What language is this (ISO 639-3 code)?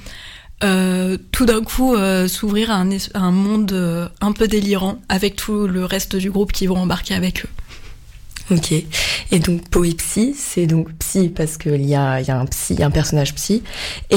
fra